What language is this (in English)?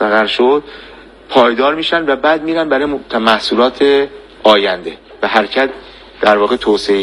Persian